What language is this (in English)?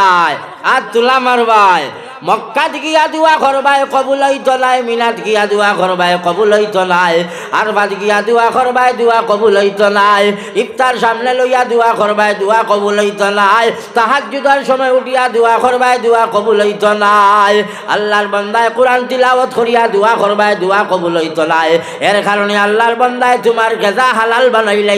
Sylheti